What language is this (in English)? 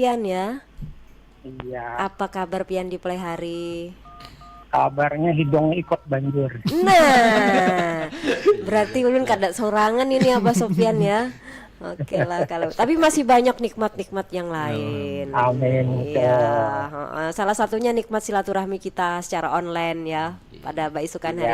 Banjar